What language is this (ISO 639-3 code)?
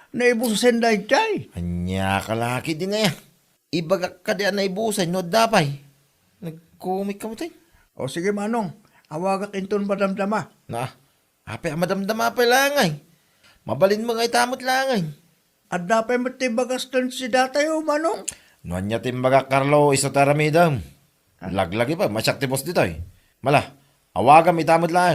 ilo